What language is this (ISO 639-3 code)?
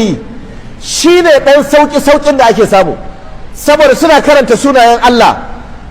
hau